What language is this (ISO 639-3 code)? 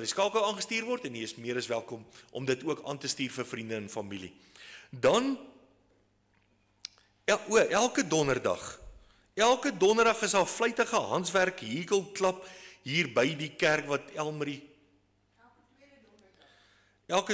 afr